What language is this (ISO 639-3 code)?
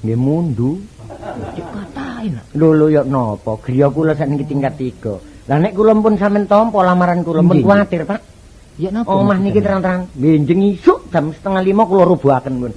jav